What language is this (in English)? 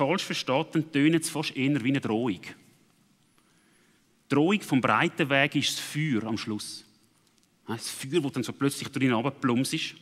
Swiss German